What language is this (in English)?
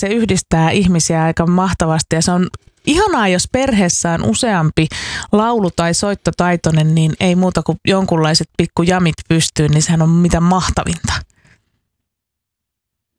Finnish